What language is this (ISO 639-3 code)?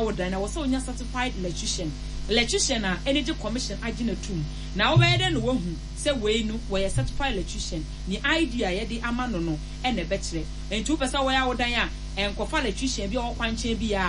aka